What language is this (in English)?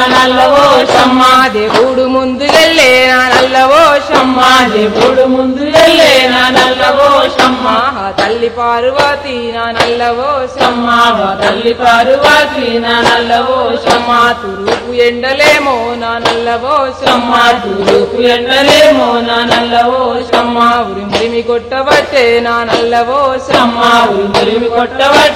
Telugu